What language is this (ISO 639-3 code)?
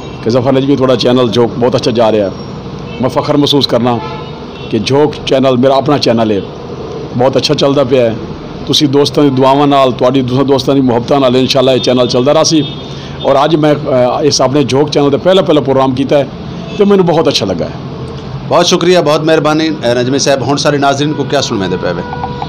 skr